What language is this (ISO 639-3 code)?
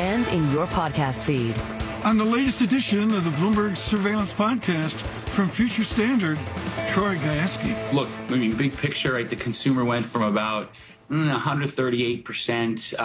eng